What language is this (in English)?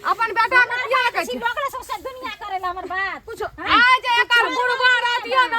Maithili